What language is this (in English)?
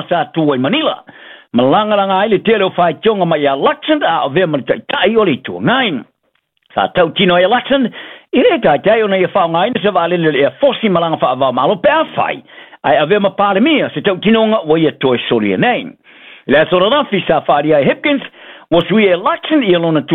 Samoan